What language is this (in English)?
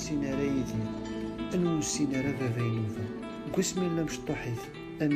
Kabyle